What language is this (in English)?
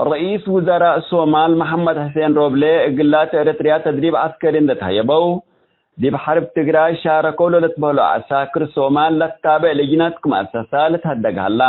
Tigre